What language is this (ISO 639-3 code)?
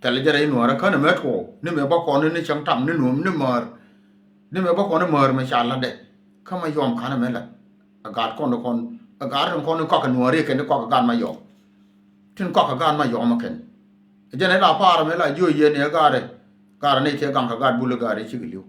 nus